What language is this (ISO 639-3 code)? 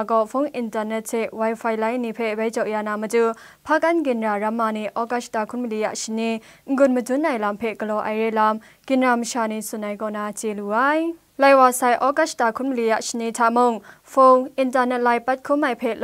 kac